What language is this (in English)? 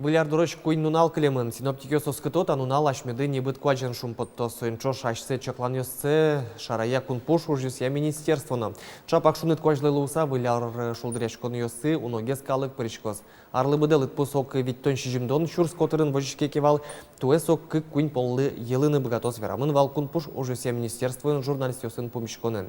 Udmurt